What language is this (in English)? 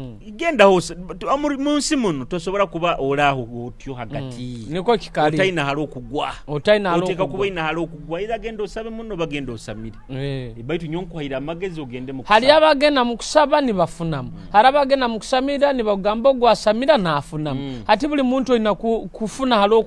Nyoro